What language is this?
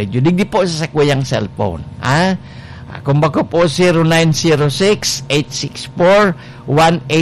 Bikol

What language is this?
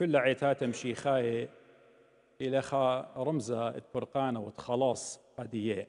Assyrian Neo-Aramaic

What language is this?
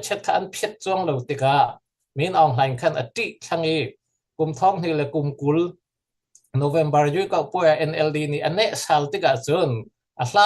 Falam Chin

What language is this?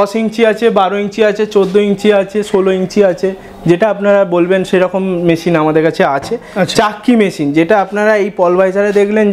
Bangla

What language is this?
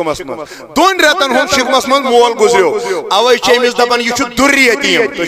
Kashmiri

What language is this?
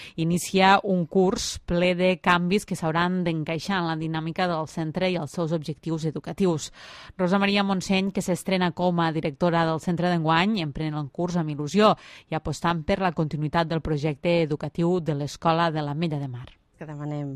Catalan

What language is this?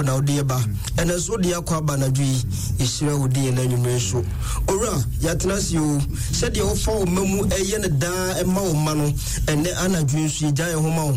Akan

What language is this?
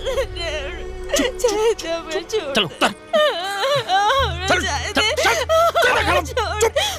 Magahi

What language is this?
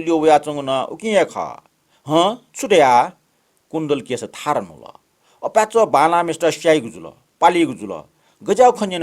Newari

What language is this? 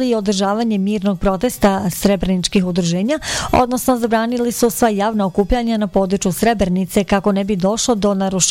Bosnian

